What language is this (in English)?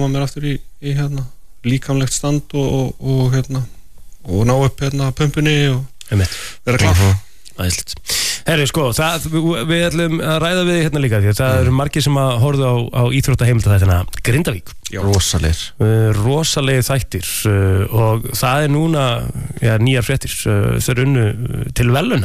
Icelandic